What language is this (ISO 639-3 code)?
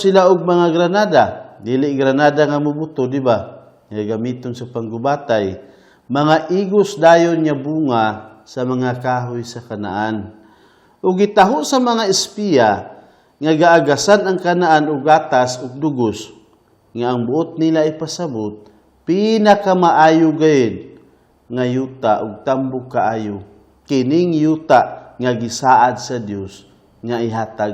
ceb